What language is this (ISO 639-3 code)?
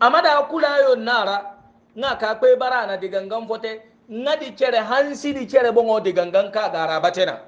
hau